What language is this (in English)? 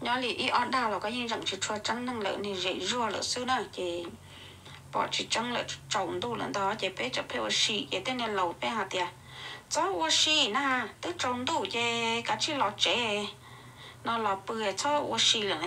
Hmong